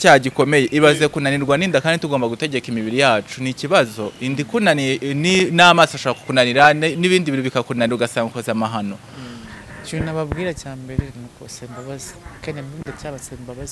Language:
Kinyarwanda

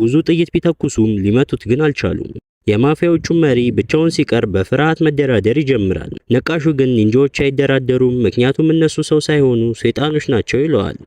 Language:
Amharic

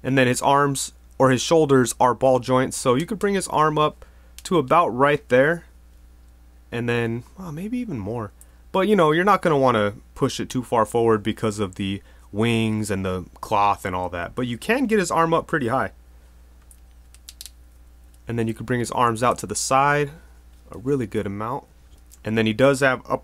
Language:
English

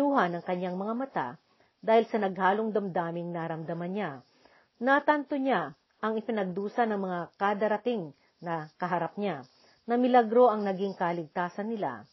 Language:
Filipino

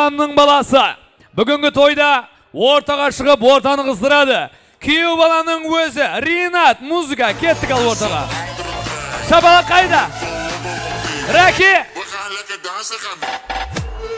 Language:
Kazakh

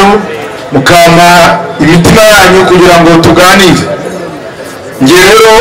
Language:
Kinyarwanda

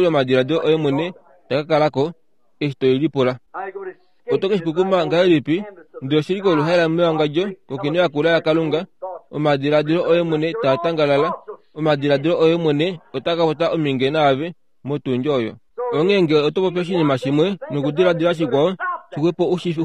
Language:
Kuanyama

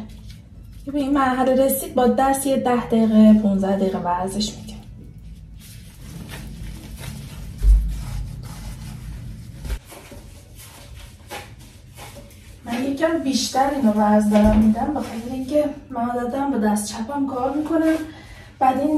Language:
Persian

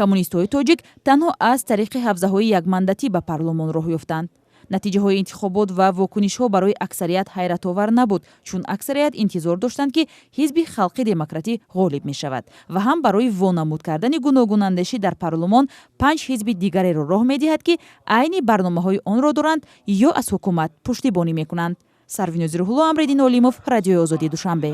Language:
Tajik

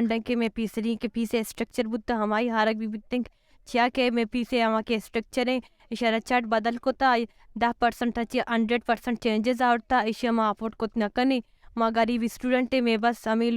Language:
Baluchi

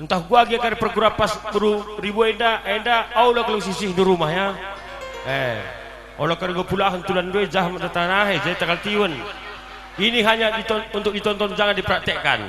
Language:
Batak Karo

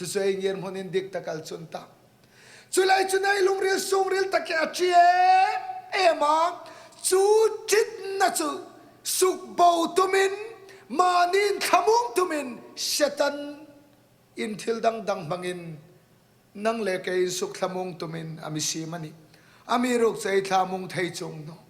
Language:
Hmar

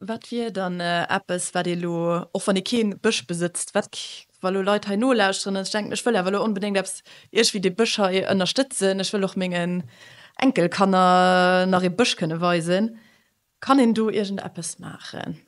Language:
Luxembourgish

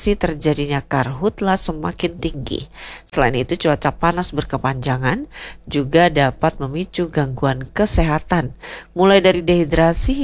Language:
Indonesian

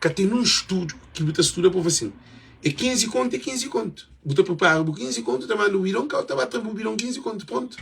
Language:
Kabuverdianu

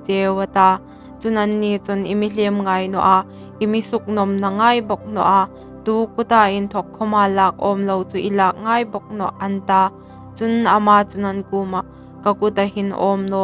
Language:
Hmar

